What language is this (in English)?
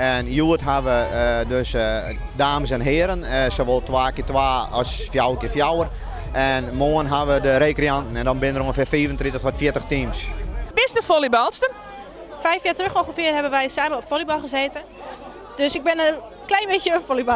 Western Frisian